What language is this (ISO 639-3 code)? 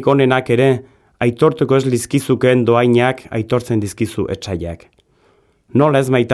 eus